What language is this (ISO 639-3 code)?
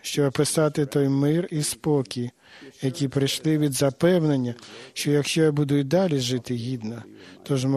ukr